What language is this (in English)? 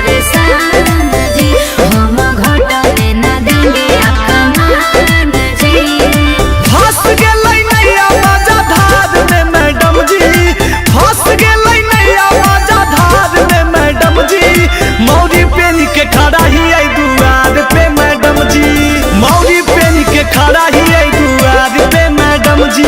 Magahi